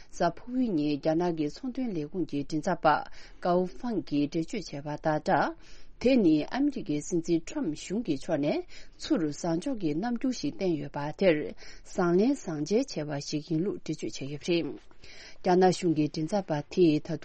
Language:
Tibetan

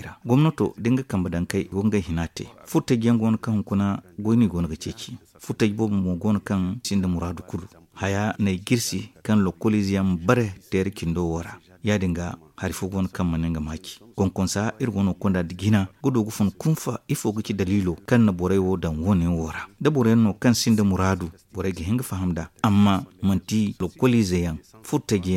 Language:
Zarma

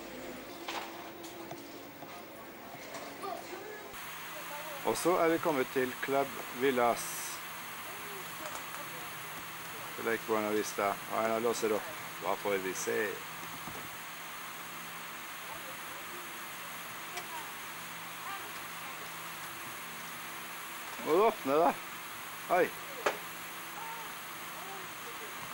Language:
Norwegian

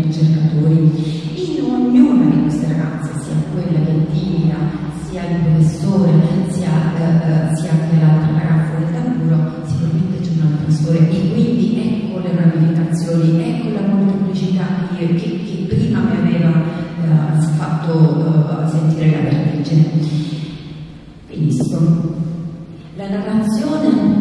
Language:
Italian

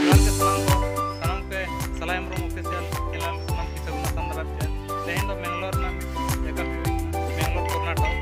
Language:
Santali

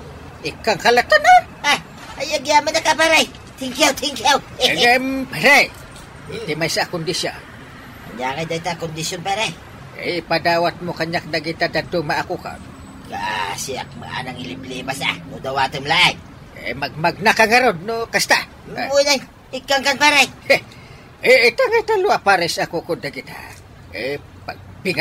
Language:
Iloko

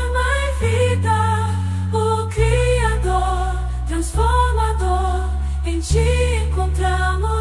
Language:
Portuguese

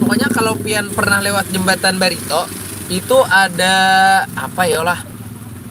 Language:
Banjar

